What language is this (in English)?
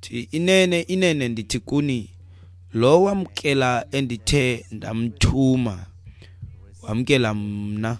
Xhosa